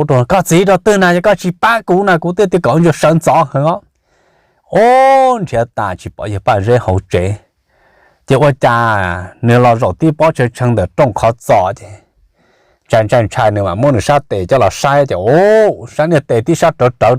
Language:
Hmong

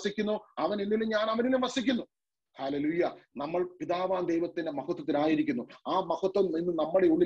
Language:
Malayalam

